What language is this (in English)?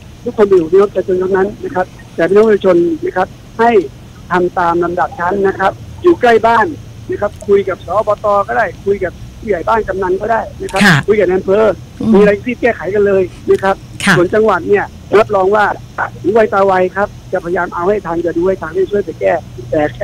Thai